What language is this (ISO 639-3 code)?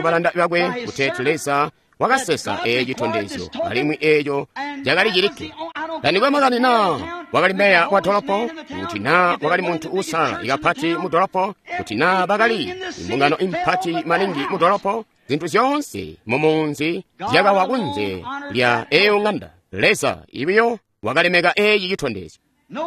toi